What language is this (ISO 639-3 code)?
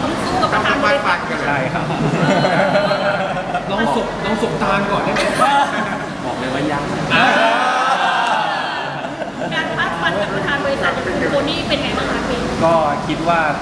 tha